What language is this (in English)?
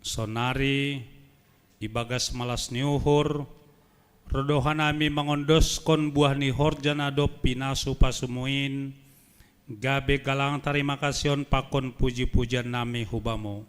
Batak Simalungun